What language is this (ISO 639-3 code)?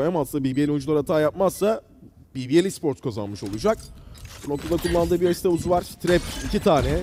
tur